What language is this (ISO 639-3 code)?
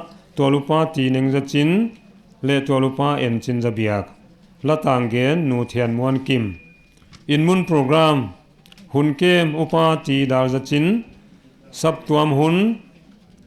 pck